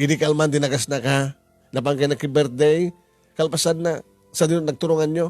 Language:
Iloko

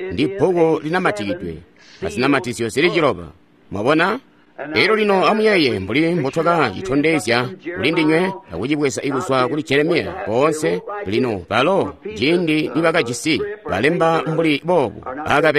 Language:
Tonga (Zambia)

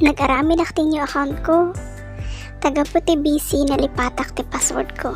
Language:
Iloko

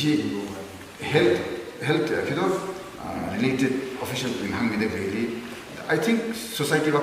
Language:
Tangkhul Naga (India)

